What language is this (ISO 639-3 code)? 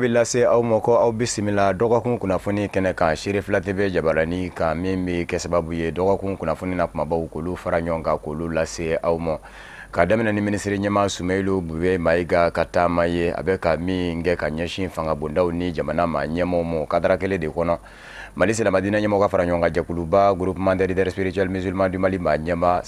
bam